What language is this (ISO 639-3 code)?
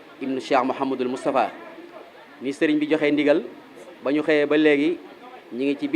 wol